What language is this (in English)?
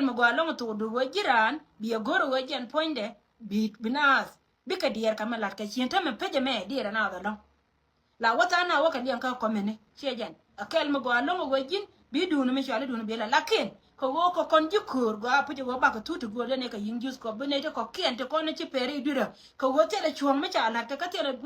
Nuer